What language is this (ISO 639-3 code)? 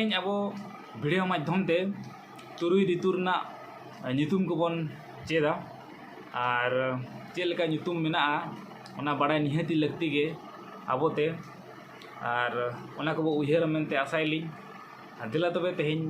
sat